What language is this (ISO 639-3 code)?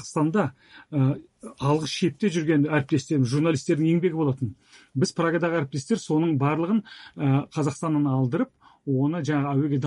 kaz